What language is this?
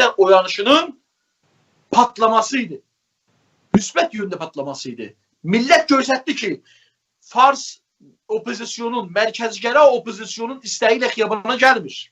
South Azerbaijani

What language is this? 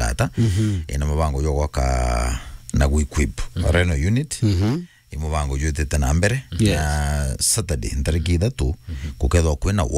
Meru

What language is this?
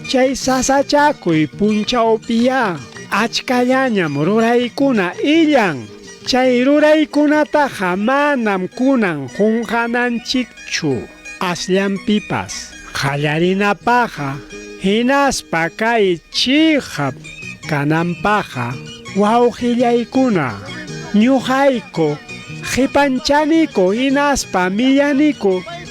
Ayacucho Quechua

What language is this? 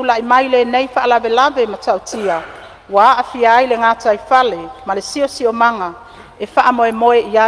Samoan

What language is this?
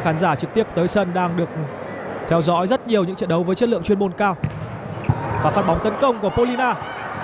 Vietnamese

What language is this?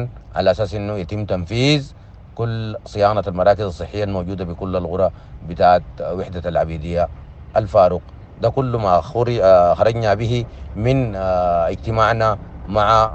Sudanese Arabic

